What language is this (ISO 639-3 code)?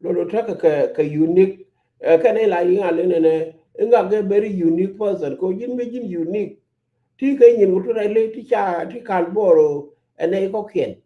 nus